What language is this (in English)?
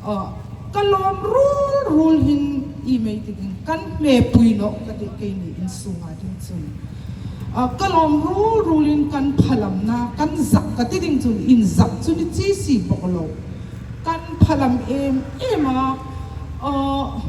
Hmar